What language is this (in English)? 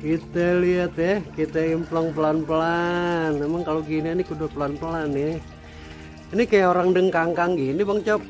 Betawi